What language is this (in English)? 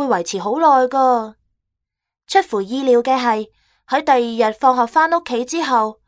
Cantonese